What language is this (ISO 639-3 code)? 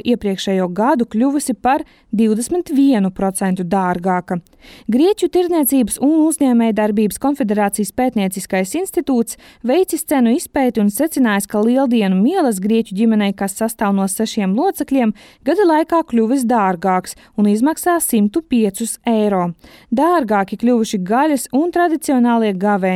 lav